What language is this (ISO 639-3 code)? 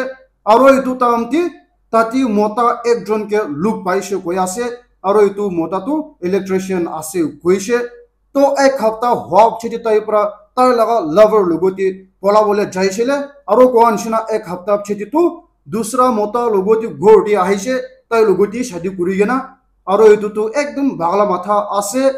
nag